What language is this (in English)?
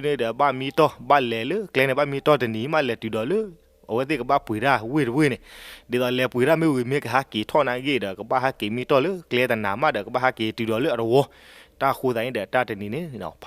S'gaw Karen